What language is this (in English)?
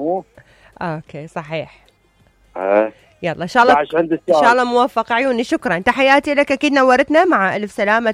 Mesopotamian Arabic